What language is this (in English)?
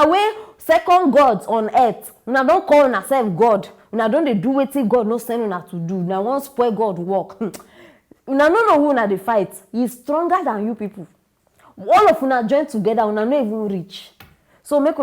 Nigerian Pidgin